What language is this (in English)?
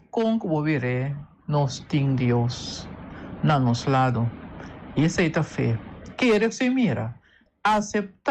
Papiamento